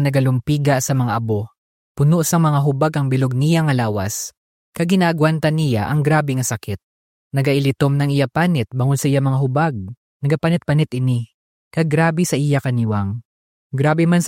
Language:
Hiligaynon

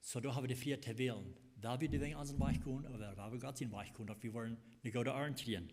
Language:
Plautdietsch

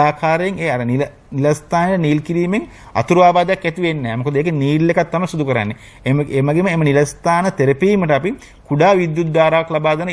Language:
Sinhala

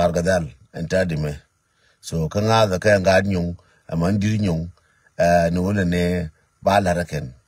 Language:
Nuer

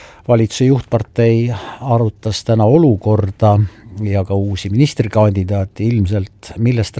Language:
Estonian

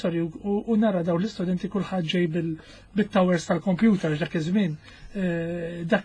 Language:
Maltese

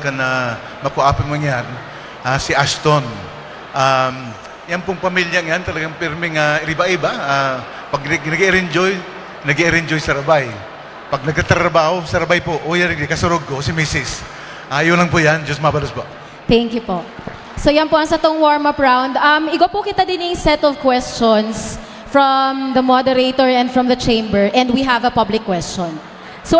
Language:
Bikol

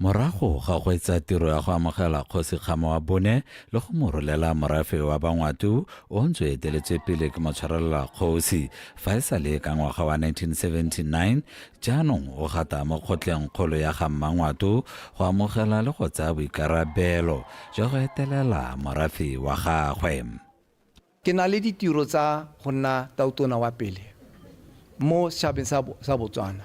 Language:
Tswana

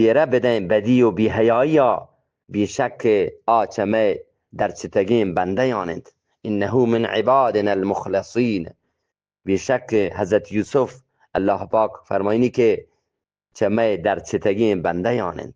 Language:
Eastern Balochi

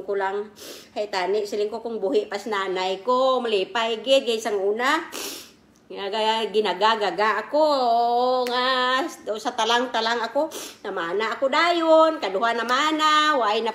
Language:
Kinaray-a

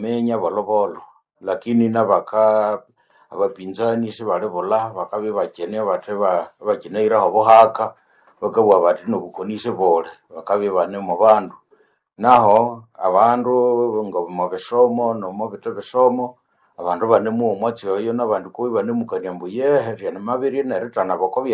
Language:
Nande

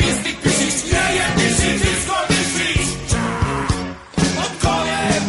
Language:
Serbian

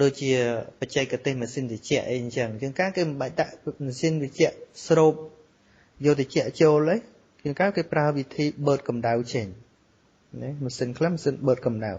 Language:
Khmer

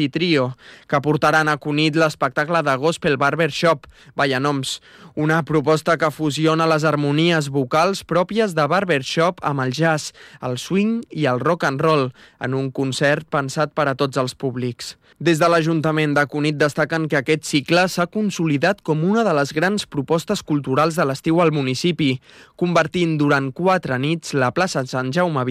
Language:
Catalan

